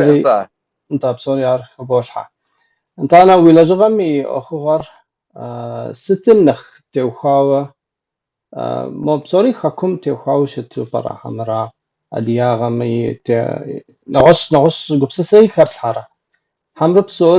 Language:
Kabardian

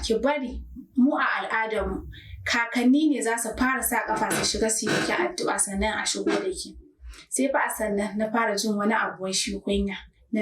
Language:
Hausa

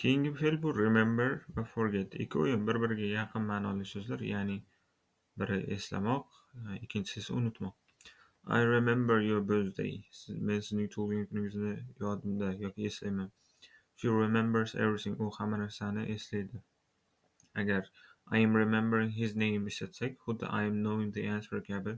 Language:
Uzbek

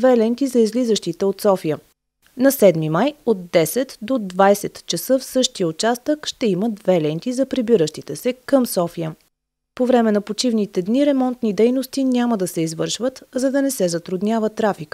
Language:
Bulgarian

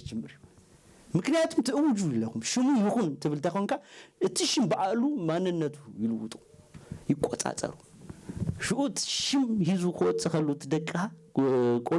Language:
Tigrinya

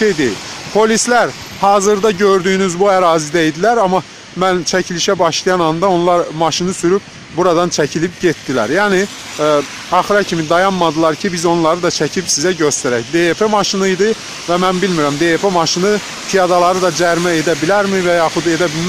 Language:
Azerbaijani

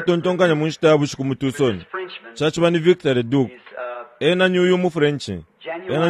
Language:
Bemba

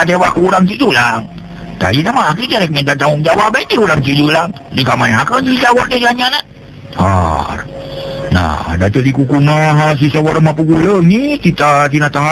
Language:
Sundanese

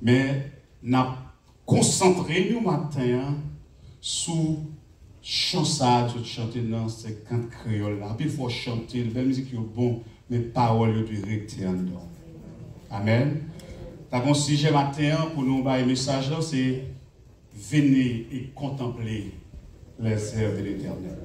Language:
Haitian Creole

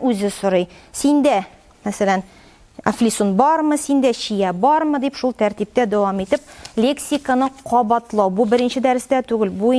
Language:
Tatar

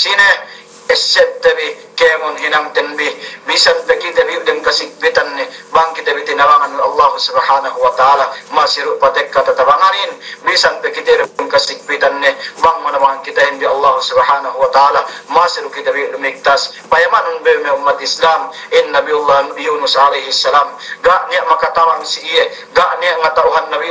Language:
Yakan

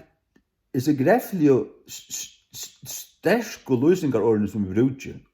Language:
Faroese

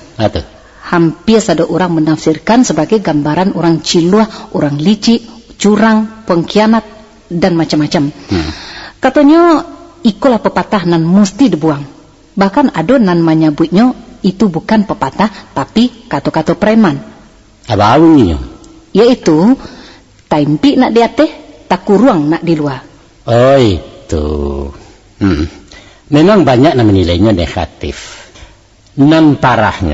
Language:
Minangkabau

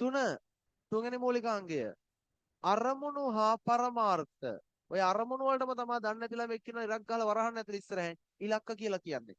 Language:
Sinhala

